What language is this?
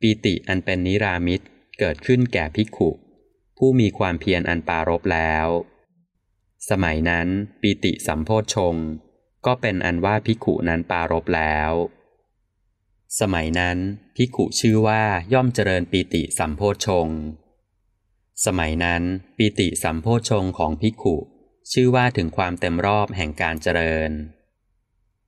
Thai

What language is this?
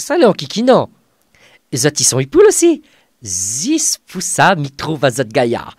Réunion Creole French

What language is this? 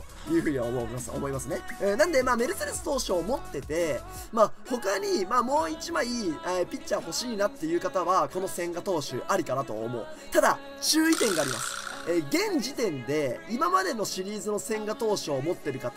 Japanese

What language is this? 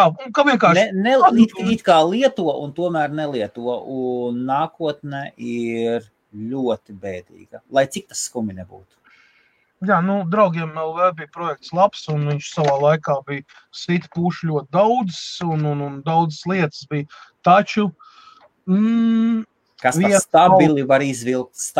Latvian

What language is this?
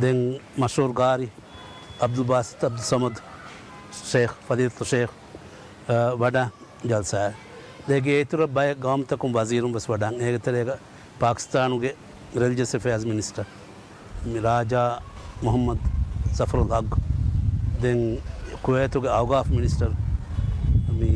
Divehi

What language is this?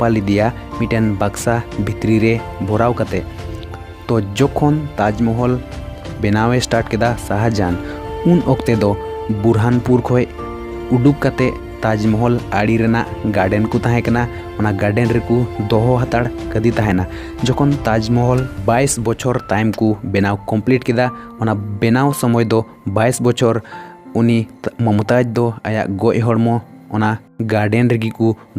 Santali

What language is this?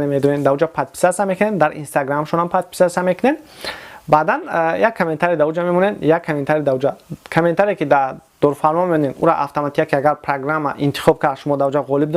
Tajik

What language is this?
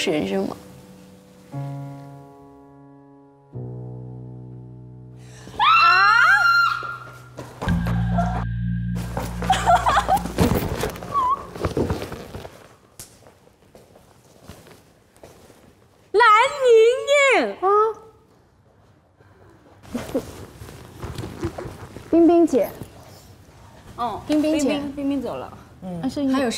Chinese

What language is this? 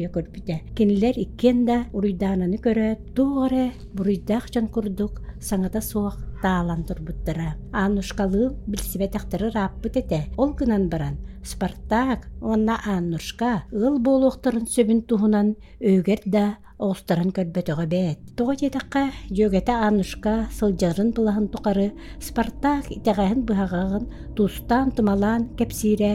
Yakut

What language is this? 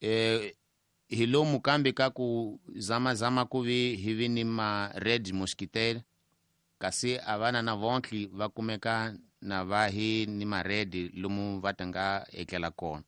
Tsonga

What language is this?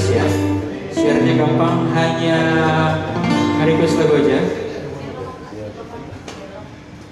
Indonesian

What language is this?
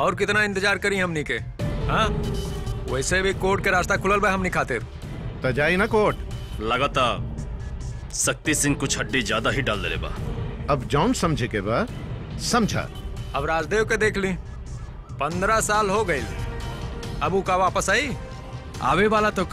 Bhojpuri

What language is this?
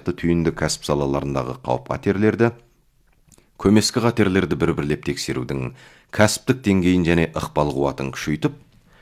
Kazakh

